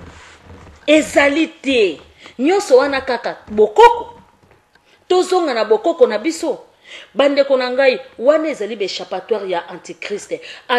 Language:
Lingala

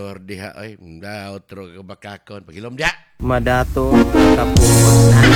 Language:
Cebuano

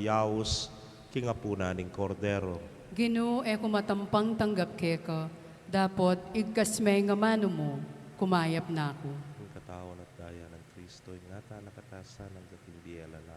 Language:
Pampanga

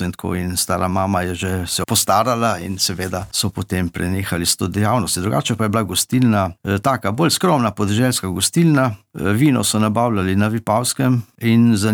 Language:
Slovenian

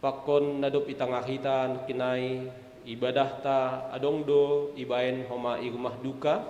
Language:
Batak Simalungun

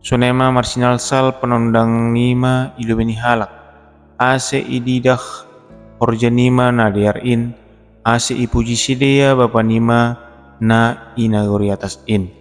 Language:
Batak Simalungun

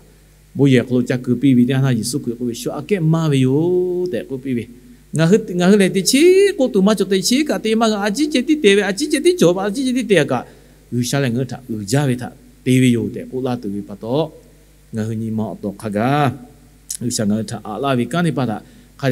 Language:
Lahu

